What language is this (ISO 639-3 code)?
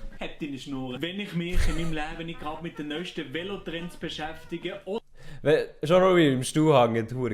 gsw